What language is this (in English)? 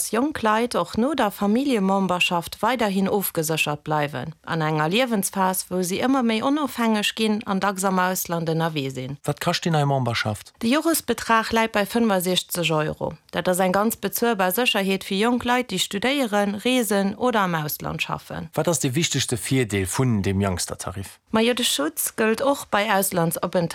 Luxembourgish